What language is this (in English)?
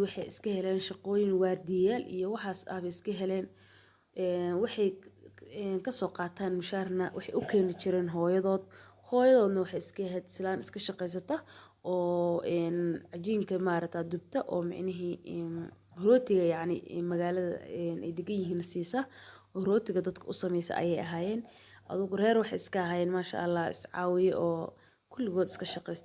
Somali